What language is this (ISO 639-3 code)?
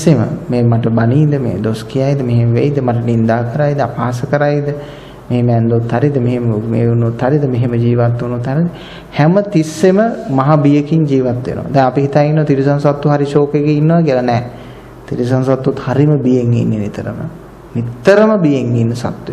sin